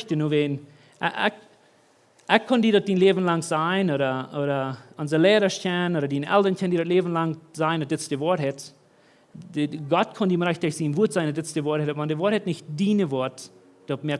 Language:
Plautdietsch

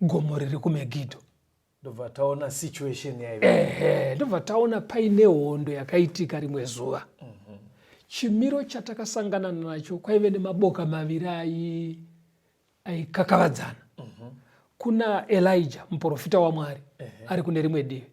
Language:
Shona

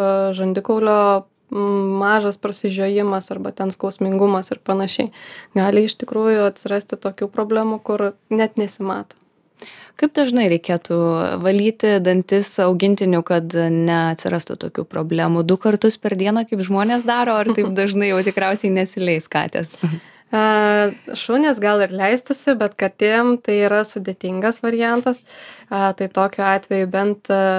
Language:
Lithuanian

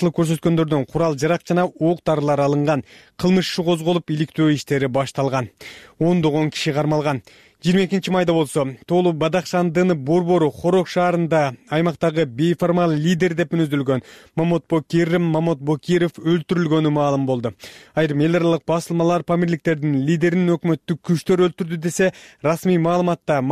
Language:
Kyrgyz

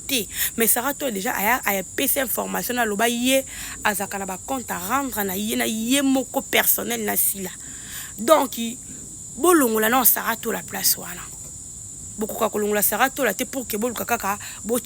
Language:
Lingala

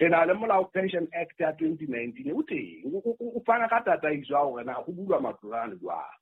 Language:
Southern Sotho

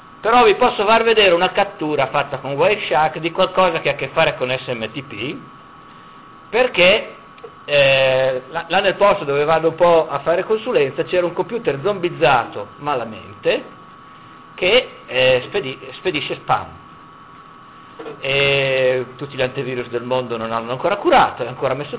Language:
Italian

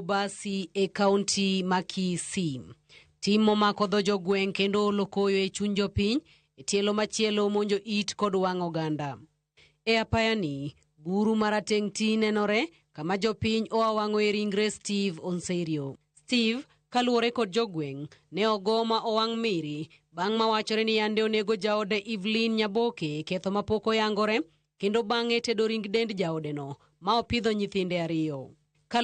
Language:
Luo (Kenya and Tanzania)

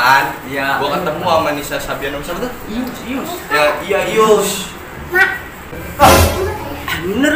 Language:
Betawi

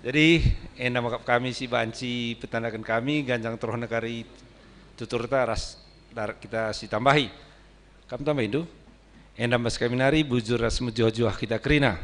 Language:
Batak Karo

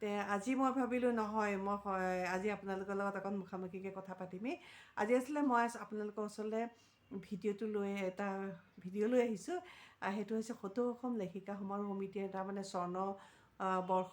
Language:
Assamese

